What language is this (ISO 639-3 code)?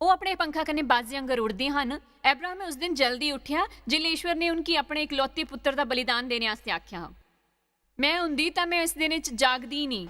doi